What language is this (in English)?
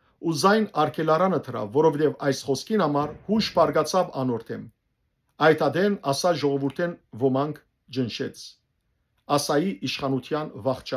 Western Armenian